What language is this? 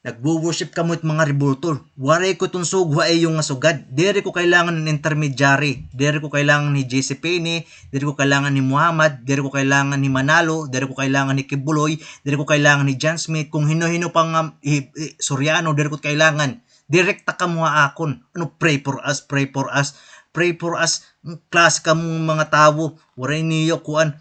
Waray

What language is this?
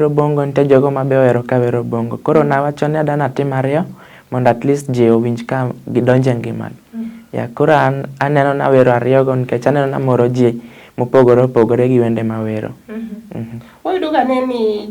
Luo (Kenya and Tanzania)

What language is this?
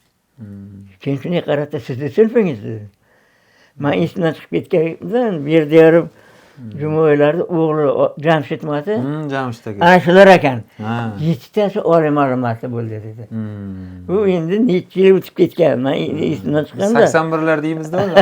Uzbek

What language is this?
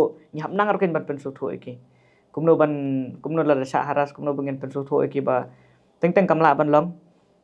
Khasi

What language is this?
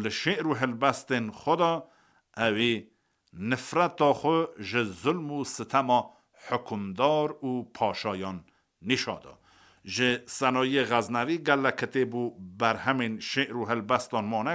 Kurdish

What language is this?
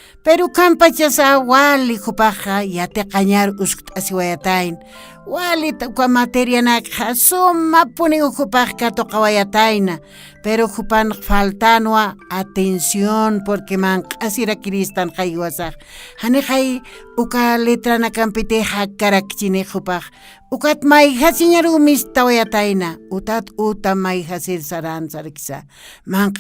Aymara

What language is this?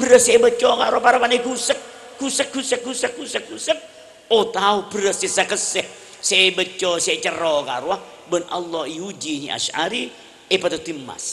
Madurese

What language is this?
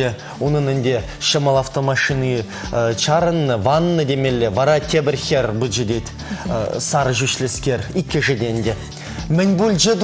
Chuvash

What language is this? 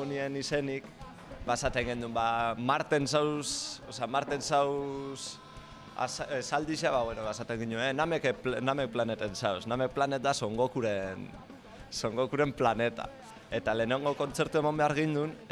Basque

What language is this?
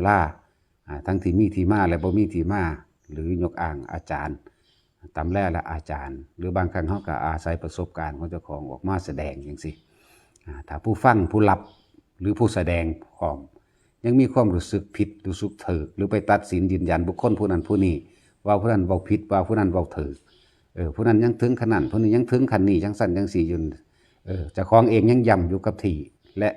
Northeastern Thai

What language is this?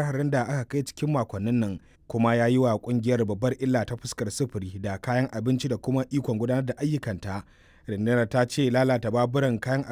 Hausa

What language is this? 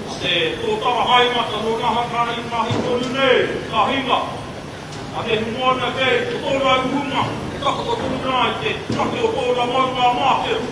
Māori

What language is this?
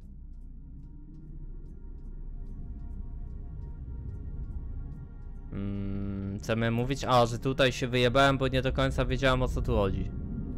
Polish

